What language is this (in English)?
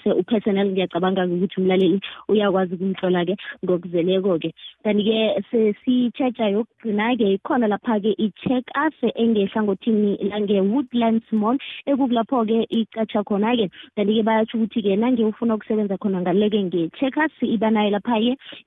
South Ndebele